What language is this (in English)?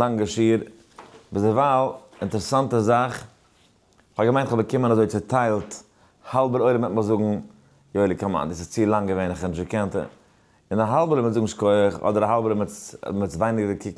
Yiddish